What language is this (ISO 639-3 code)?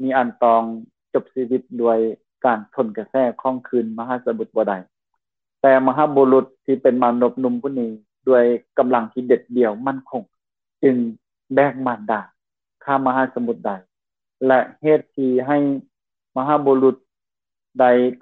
lao